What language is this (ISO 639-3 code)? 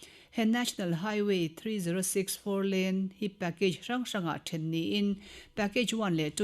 lus